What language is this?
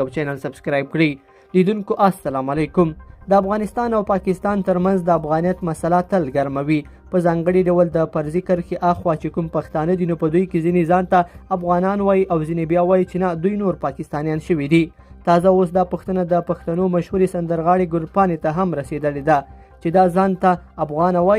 Pashto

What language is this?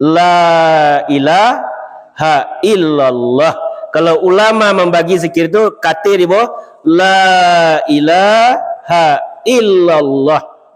Minangkabau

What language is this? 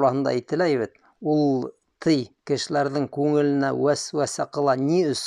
Bashkir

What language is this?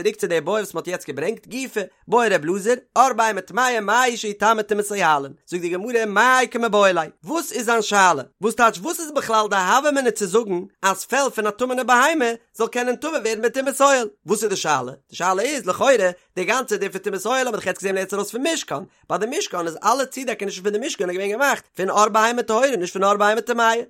Yiddish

